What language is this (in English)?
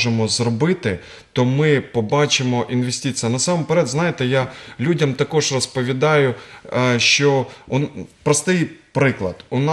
Ukrainian